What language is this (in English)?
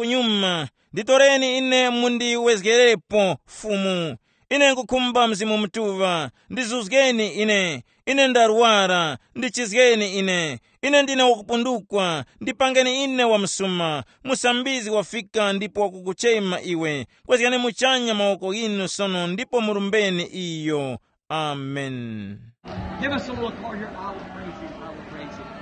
Tumbuka